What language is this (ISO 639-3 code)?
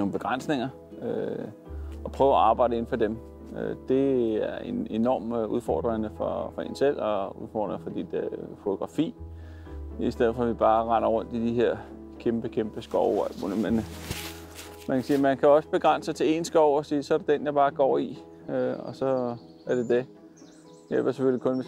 dan